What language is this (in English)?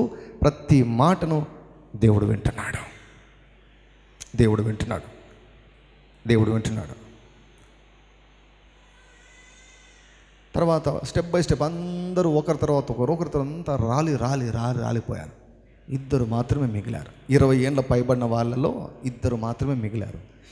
Telugu